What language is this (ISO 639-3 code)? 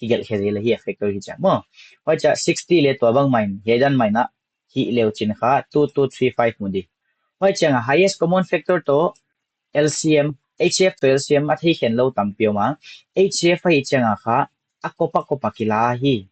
pck